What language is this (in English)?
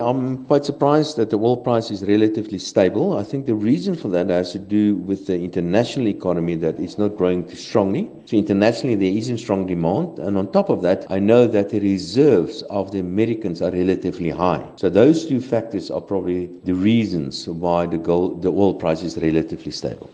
English